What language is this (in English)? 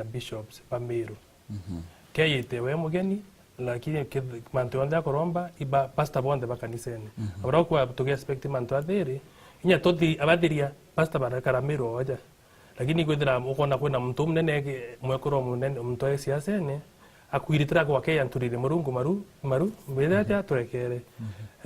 Meru